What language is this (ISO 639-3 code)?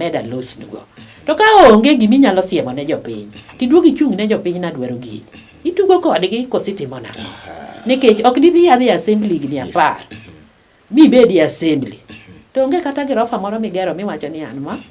luo